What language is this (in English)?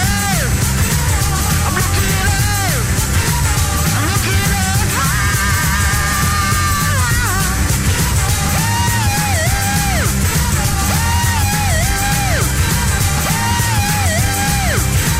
Greek